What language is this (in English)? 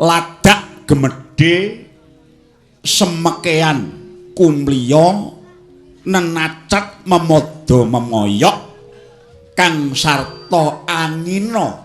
Javanese